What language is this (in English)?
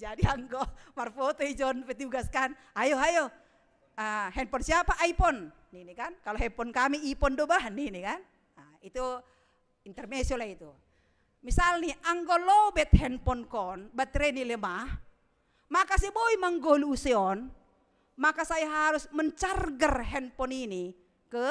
Batak Simalungun